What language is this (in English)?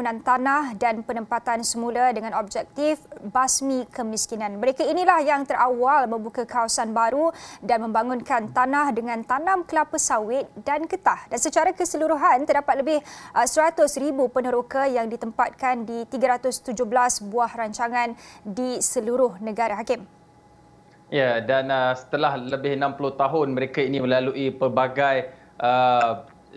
Malay